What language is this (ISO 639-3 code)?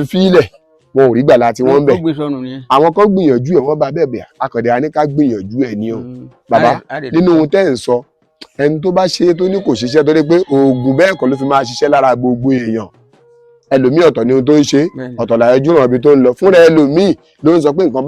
yor